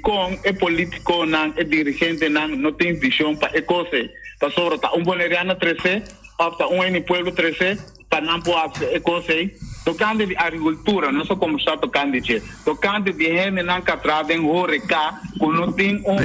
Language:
Papiamento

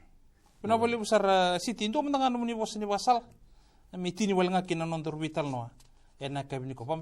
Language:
Fijian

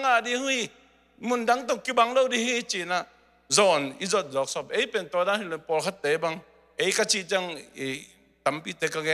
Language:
Tedim Chin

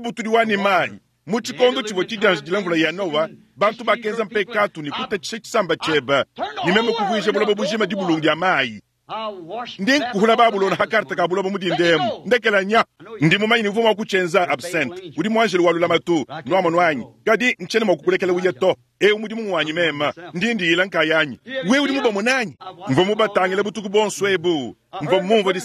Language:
Luba-Lulua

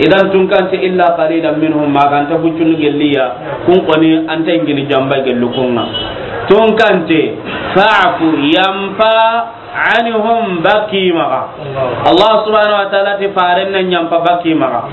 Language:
Soninke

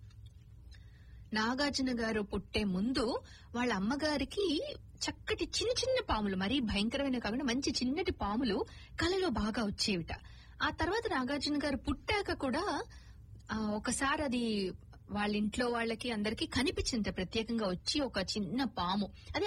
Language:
Telugu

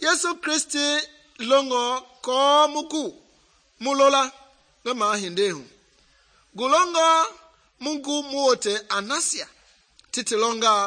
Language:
Mende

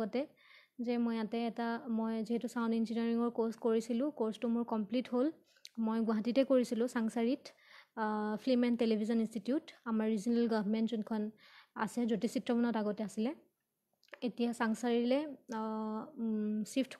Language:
Assamese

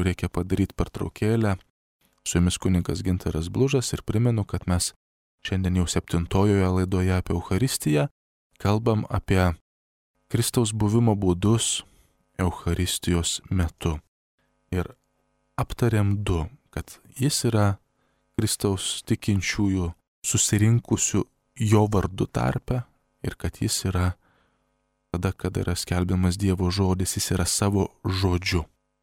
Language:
Lithuanian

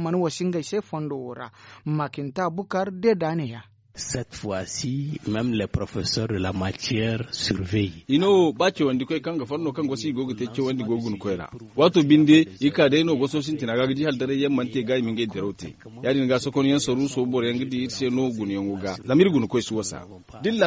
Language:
Zarma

